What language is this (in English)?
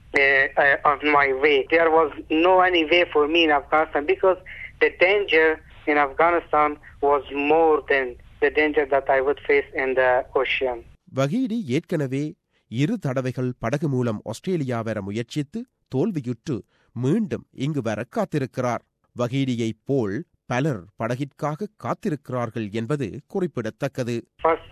Tamil